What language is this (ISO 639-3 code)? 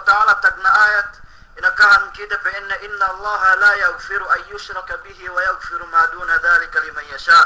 yka